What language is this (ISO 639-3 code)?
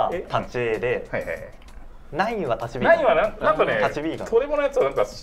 jpn